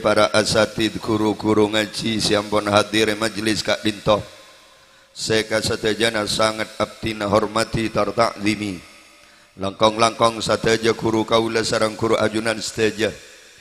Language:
Madurese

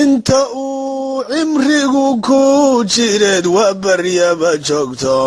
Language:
Somali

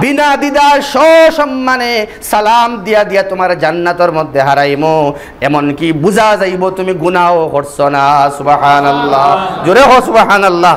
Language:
Sylheti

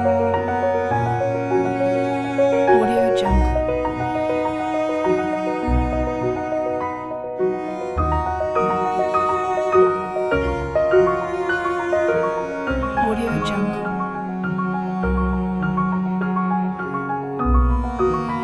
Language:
Malay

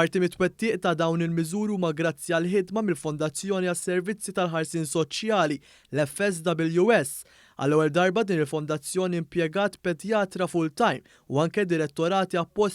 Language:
Maltese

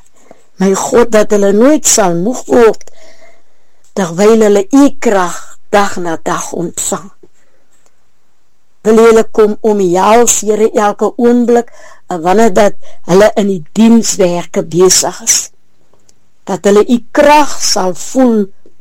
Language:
Afrikaans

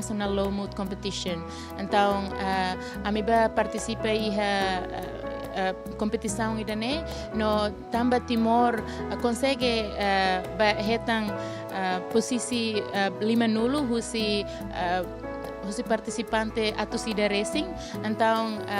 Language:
Tetum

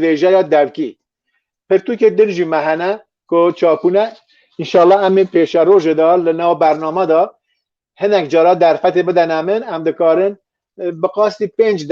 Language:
Kurdish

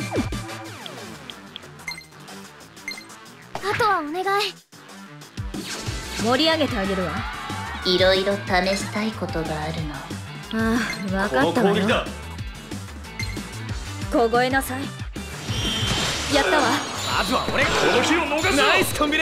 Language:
Japanese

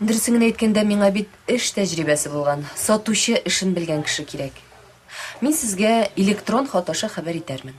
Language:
Tatar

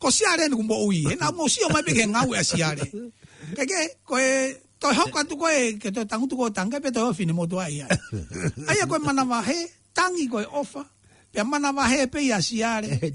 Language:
Tongan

